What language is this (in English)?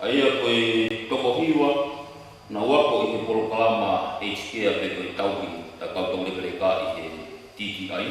Tongan